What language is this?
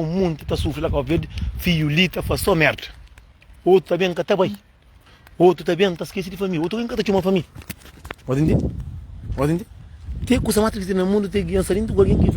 Kabuverdianu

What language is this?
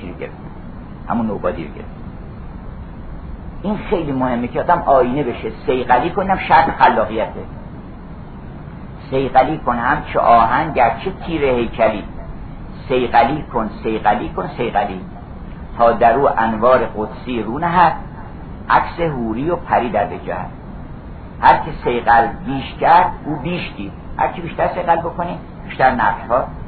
Persian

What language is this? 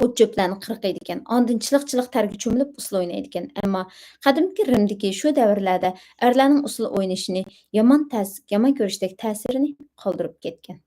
Uyghur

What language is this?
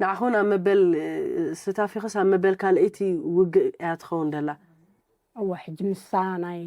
Tigrinya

